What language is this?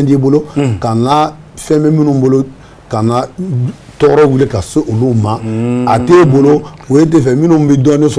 Bambara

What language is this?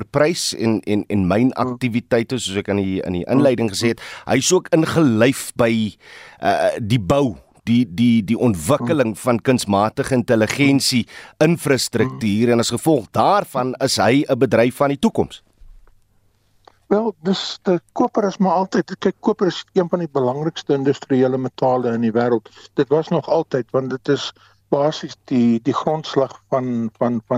Afrikaans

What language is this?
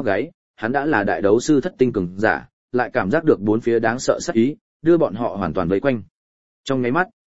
Vietnamese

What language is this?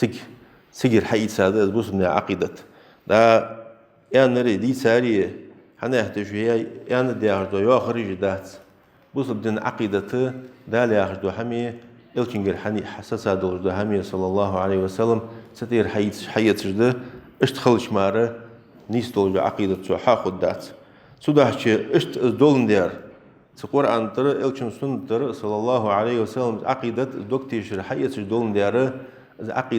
Ingush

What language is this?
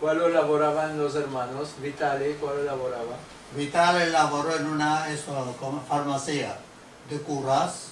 Ladino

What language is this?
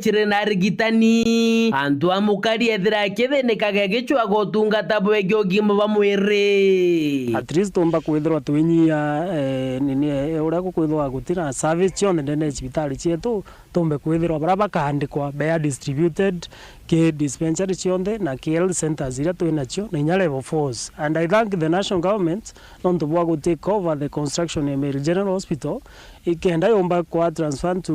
Meru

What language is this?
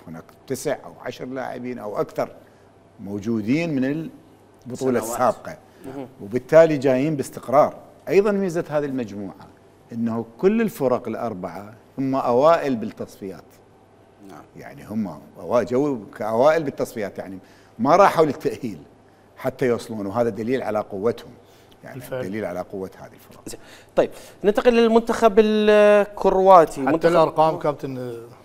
Mesopotamian Arabic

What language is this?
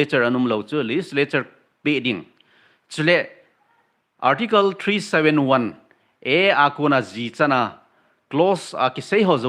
Thado Chin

